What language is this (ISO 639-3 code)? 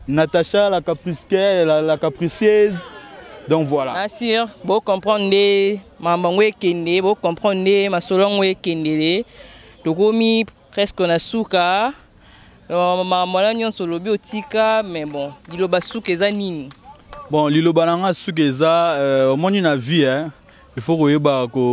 lin